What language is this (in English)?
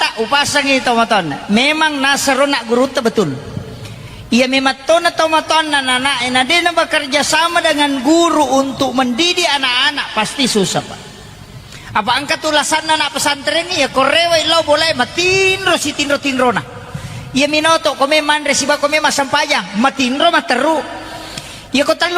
Buginese